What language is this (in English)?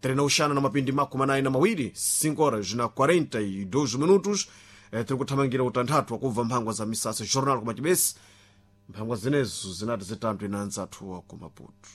Sena